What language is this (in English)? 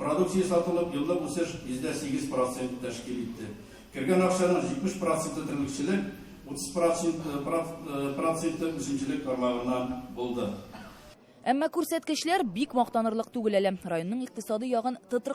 Tatar